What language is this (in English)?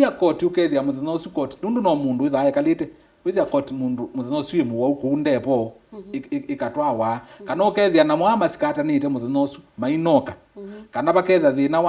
Kamba